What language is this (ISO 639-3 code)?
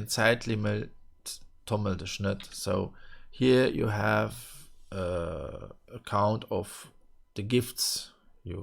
ltz